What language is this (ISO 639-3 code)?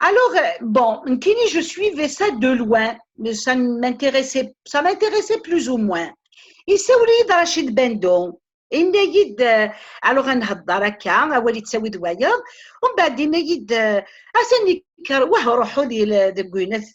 kab